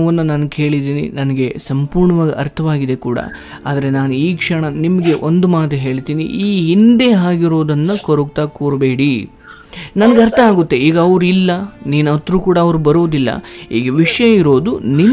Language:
Kannada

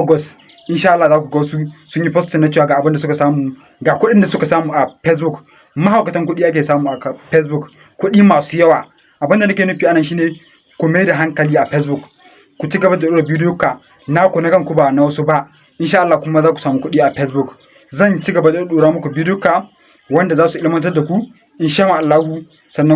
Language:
Hausa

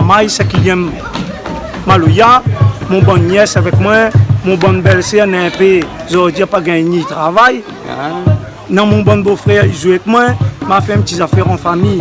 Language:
Réunion Creole French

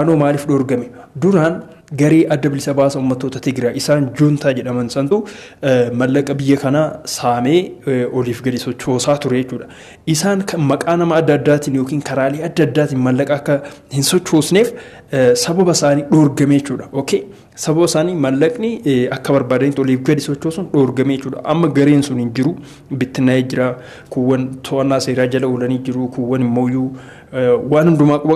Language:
Oromo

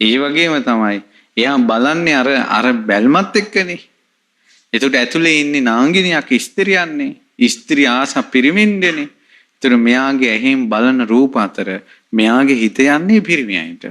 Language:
Sinhala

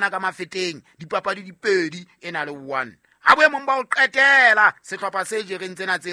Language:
Southern Sotho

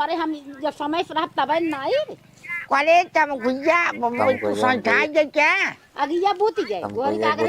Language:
Awadhi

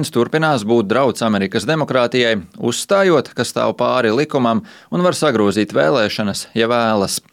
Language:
Latvian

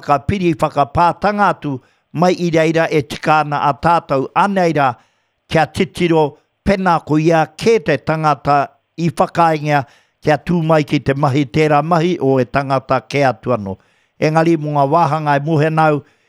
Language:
Māori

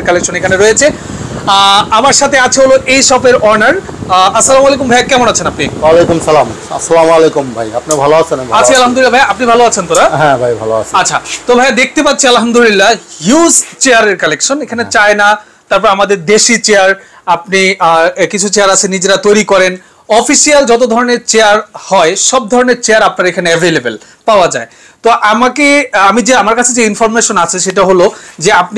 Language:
Bangla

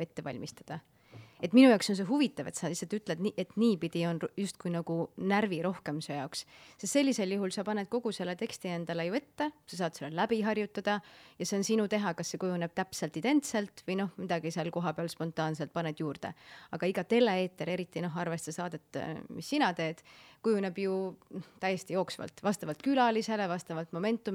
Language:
Estonian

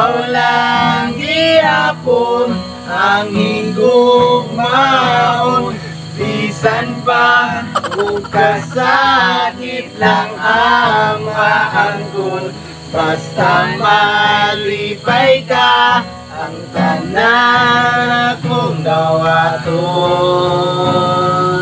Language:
Cebuano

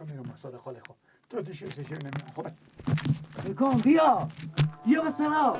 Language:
Persian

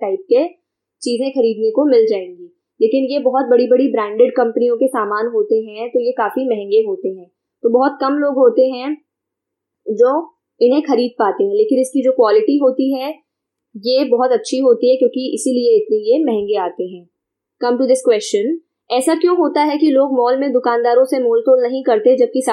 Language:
Hindi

